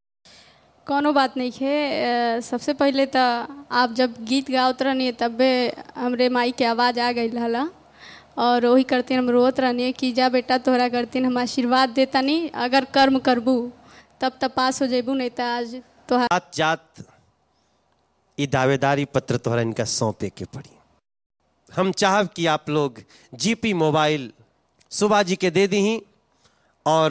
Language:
Bhojpuri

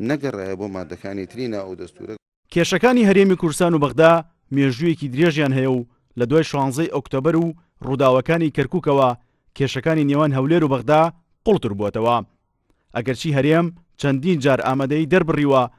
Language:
Central Kurdish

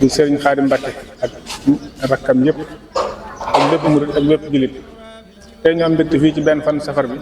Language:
Wolof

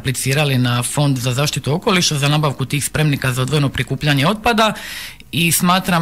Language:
Croatian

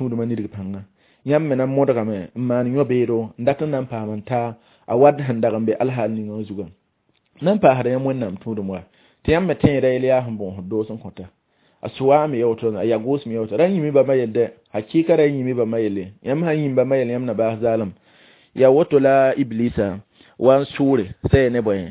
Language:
Mossi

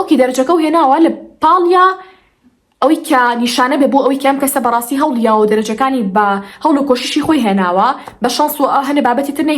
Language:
Central Kurdish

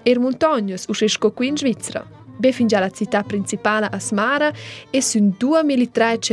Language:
Romansh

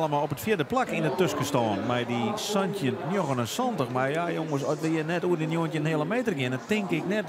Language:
Western Frisian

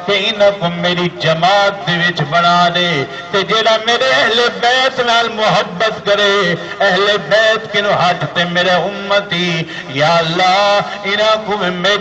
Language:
Saraiki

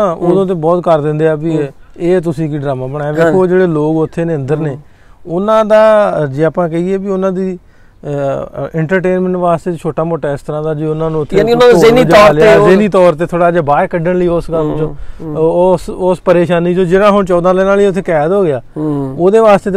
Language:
Punjabi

